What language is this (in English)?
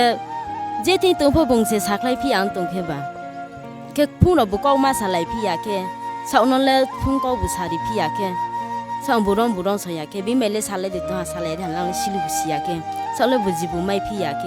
Riang (India)